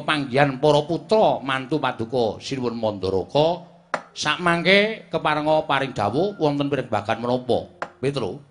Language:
Javanese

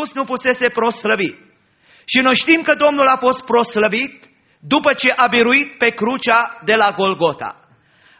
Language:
Romanian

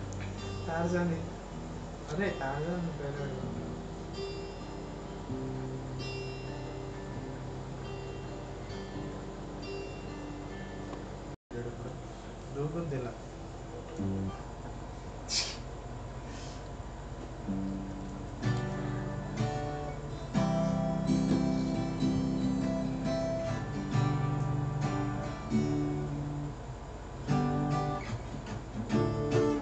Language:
Telugu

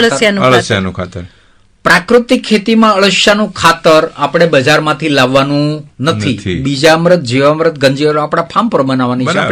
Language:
Gujarati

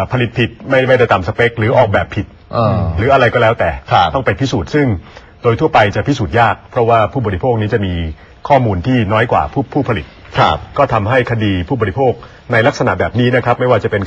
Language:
Thai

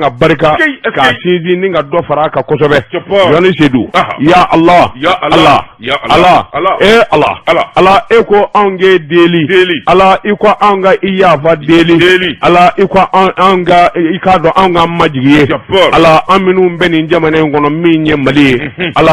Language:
Bambara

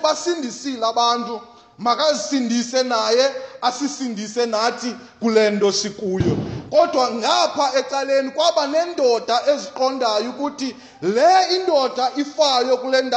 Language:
Xhosa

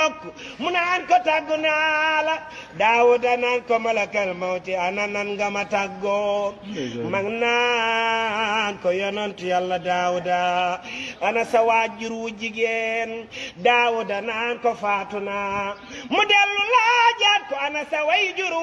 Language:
Wolof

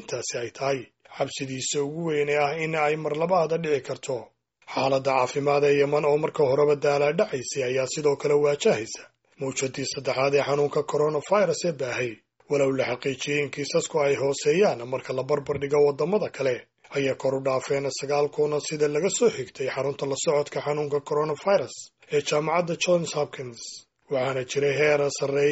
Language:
Somali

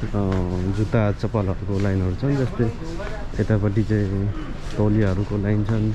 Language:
Nepali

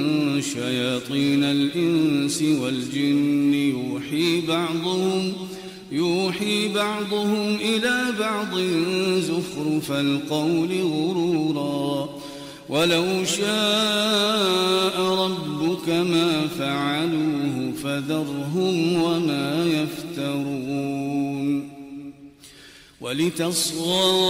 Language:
Arabic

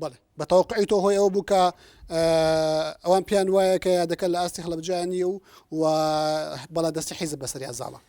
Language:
Central Kurdish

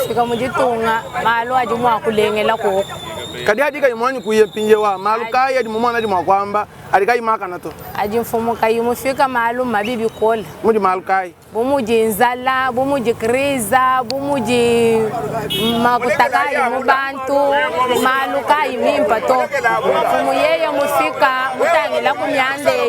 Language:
Luba-Lulua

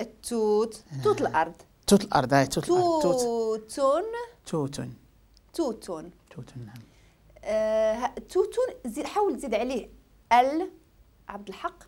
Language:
Moroccan Arabic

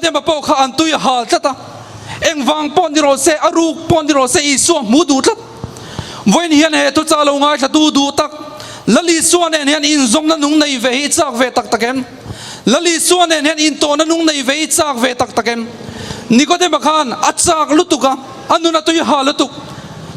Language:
Mizo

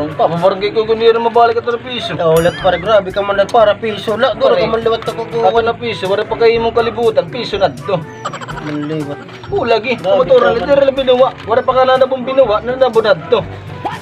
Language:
Waray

